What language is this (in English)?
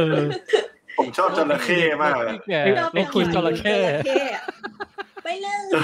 Thai